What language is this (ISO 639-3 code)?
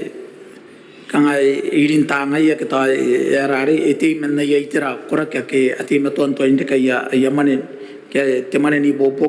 gil